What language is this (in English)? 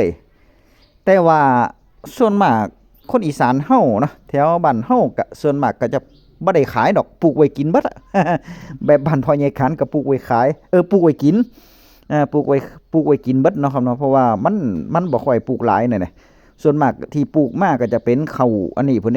Northeastern Thai